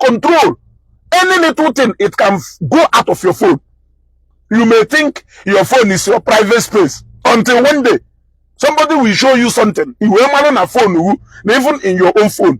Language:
Igbo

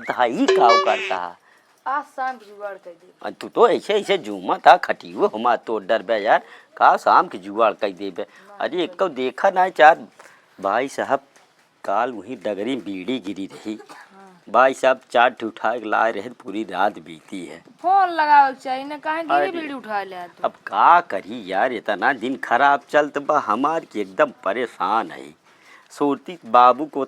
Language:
Awadhi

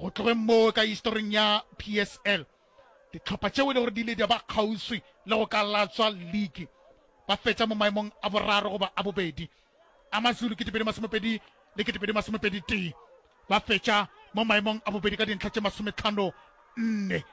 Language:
Northern Sotho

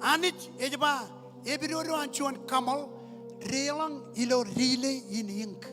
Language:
Marshallese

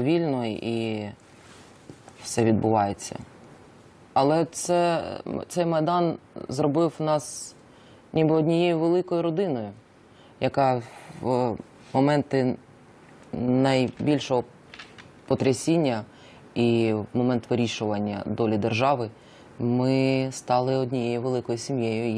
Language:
Ukrainian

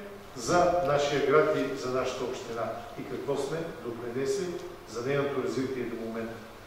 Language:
Bulgarian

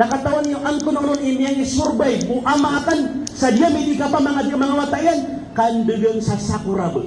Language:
Maranao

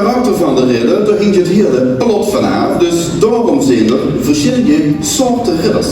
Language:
Limburgish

